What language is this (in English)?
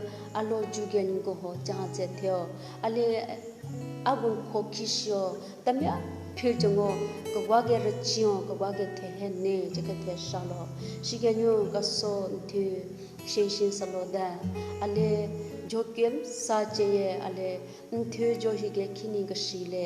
Southern Rengma Naga